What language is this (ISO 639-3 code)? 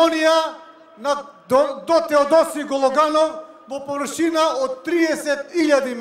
mkd